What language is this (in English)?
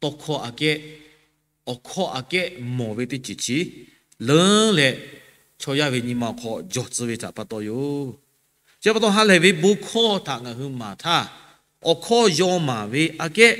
Lahu